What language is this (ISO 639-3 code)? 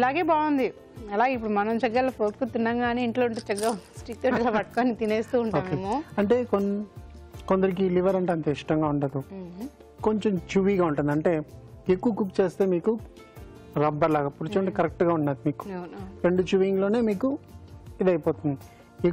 tel